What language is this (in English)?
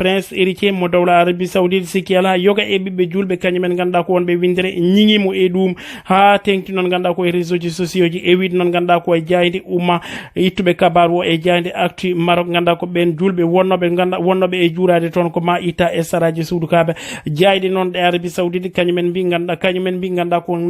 Fula